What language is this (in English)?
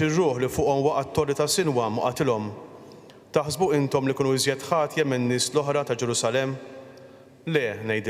Maltese